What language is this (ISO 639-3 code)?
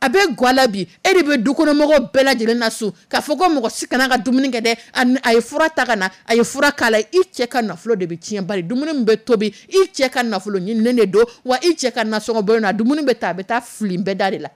dyu